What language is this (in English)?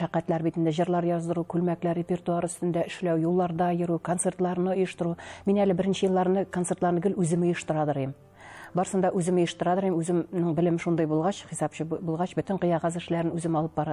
Tatar